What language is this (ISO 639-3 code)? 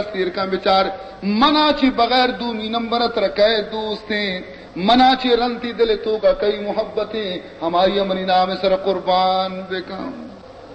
bal